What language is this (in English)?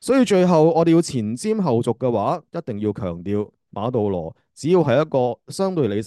Cantonese